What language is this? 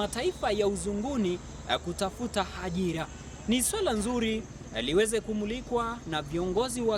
Swahili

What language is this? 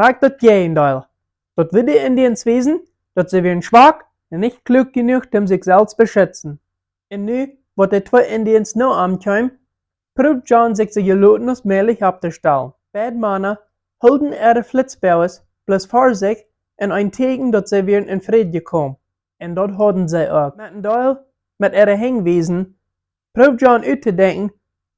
Plautdietsch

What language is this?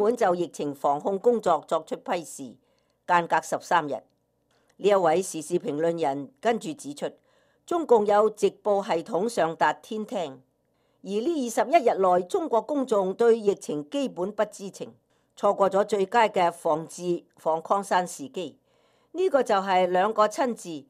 Cantonese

